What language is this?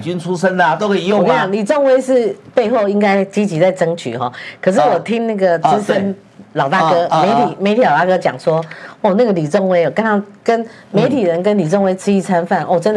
Chinese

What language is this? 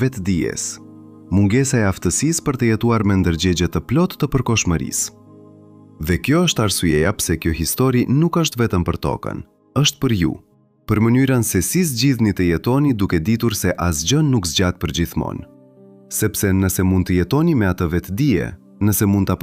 Albanian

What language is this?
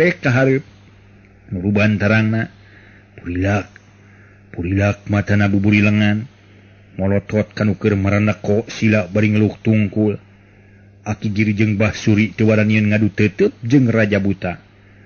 Sundanese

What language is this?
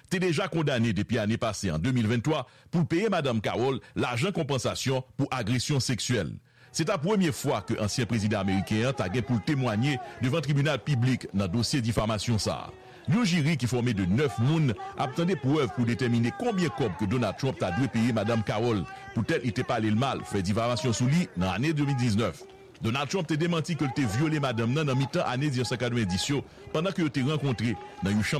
Haitian Creole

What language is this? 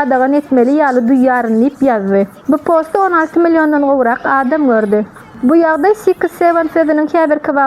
Turkmen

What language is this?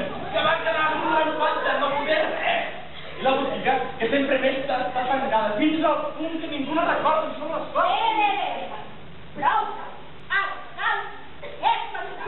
Catalan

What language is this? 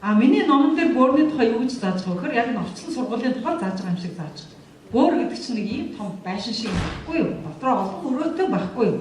Mongolian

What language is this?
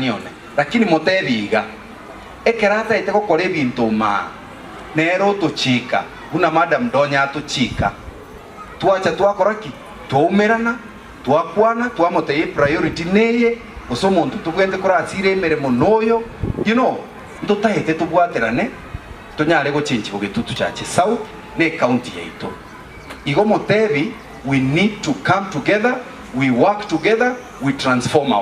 Gusii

